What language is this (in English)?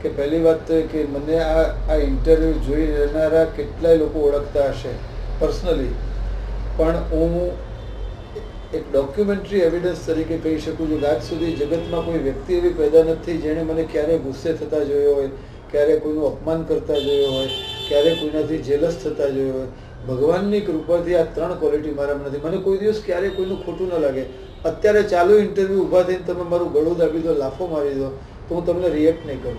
Gujarati